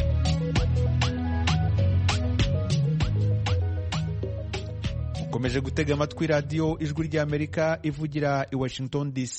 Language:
Kinyarwanda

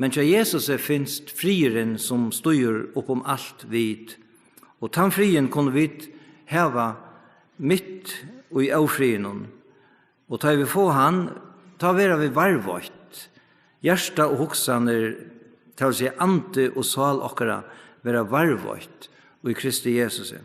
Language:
Faroese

